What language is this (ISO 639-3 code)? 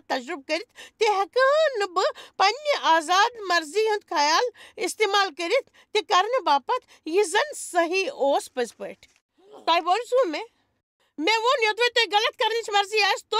kas